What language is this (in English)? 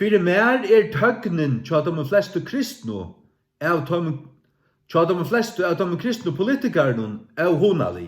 Faroese